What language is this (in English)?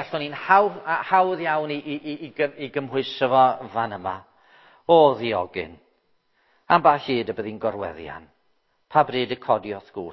Welsh